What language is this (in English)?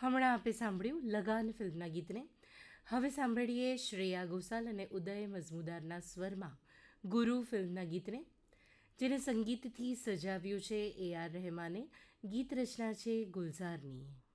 Gujarati